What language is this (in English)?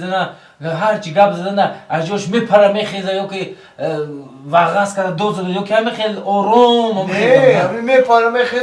Tajik